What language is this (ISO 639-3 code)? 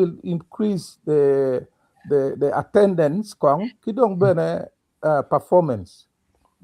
ach